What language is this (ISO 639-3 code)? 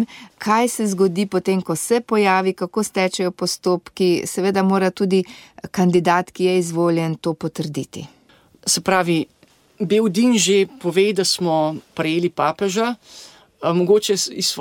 slv